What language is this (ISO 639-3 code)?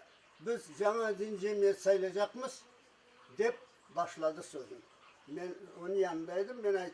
crh